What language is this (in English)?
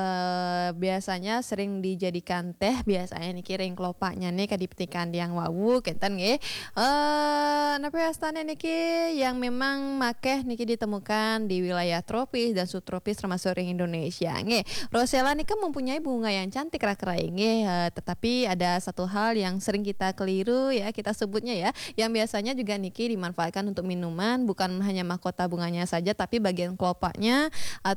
Balinese